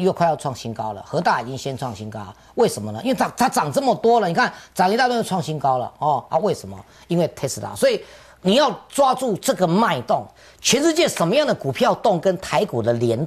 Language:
Chinese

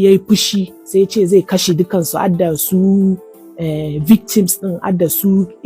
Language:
Hausa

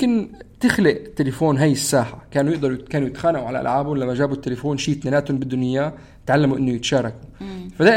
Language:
North Levantine Arabic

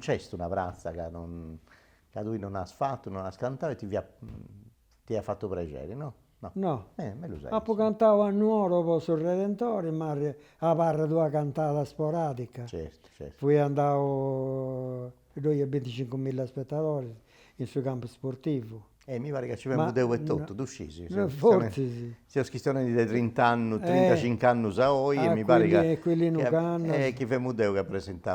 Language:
Sardinian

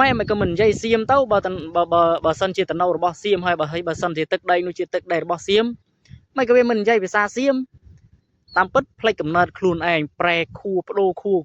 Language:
Khmer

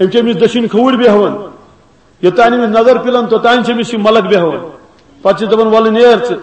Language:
Kashmiri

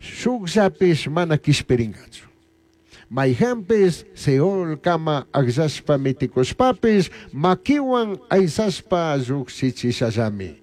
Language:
Chimborazo Highland Quichua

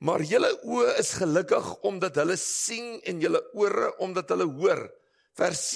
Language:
Afrikaans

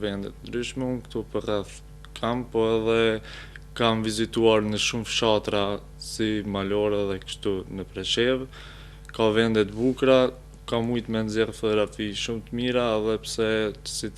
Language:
Albanian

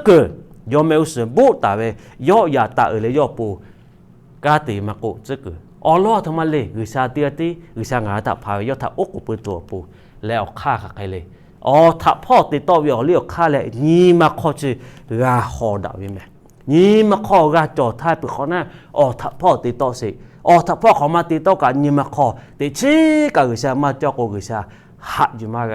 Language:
Lahu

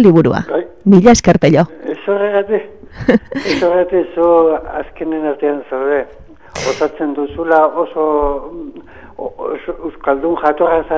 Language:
Basque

